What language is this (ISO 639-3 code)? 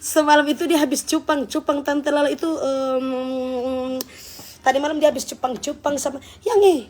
xmm